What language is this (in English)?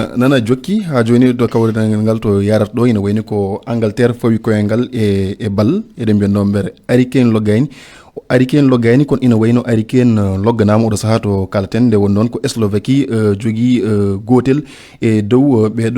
Fula